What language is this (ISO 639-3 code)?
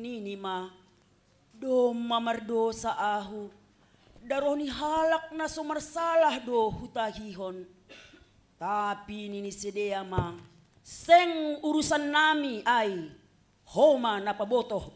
bts